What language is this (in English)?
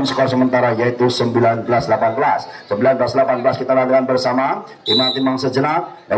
Indonesian